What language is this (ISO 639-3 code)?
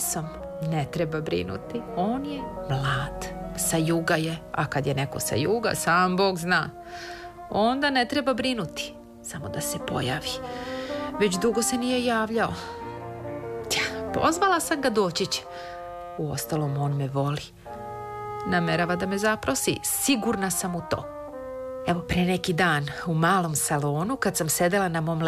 srp